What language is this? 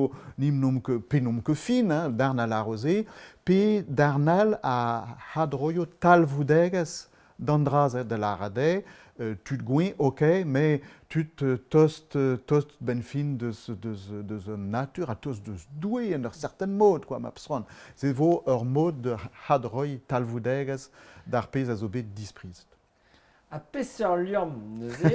Breton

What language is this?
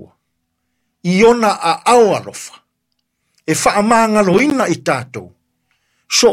Samoan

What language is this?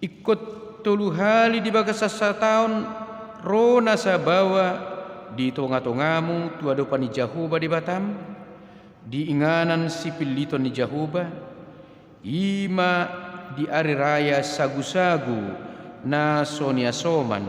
Batak Toba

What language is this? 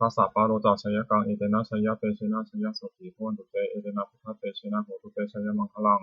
Pali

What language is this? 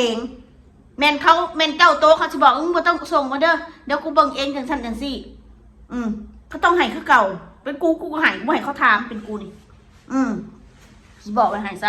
Northeastern Thai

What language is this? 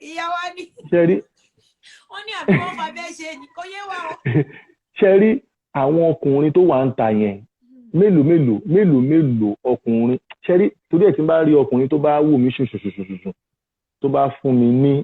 Yoruba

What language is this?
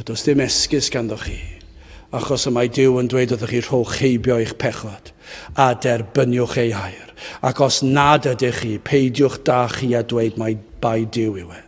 Welsh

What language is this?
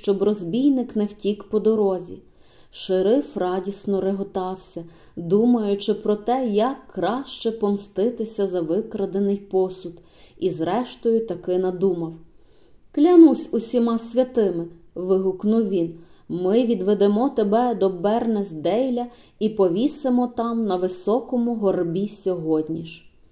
Ukrainian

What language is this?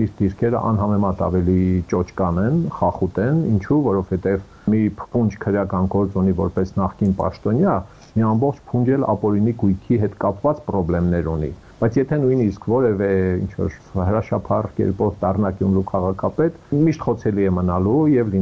Armenian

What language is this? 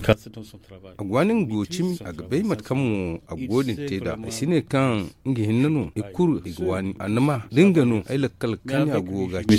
Zarma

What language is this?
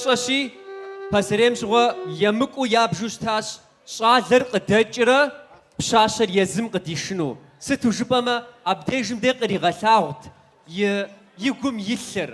Kabardian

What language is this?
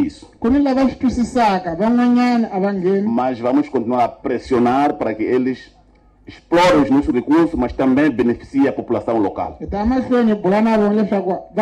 Tsonga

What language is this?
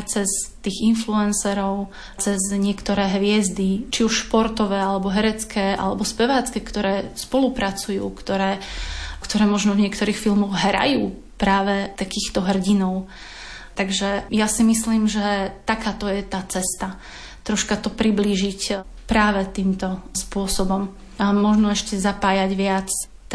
Slovak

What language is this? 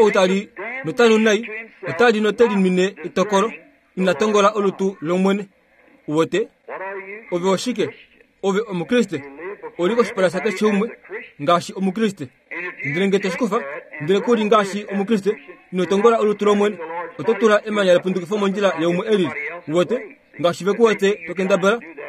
Kuanyama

